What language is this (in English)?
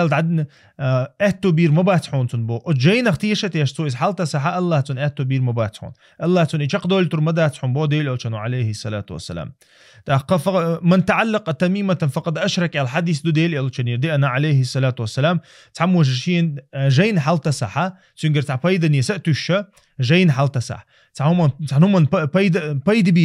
Chechen